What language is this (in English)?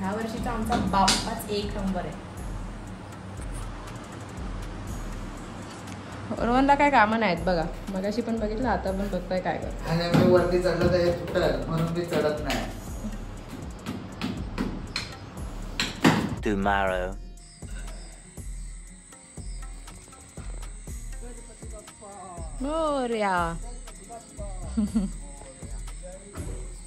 Marathi